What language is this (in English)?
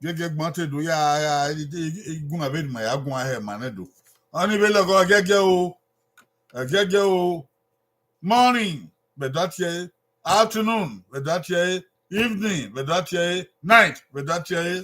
Bini